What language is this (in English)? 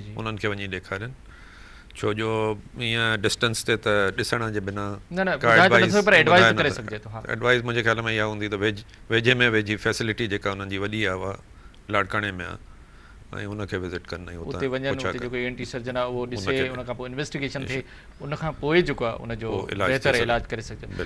Sindhi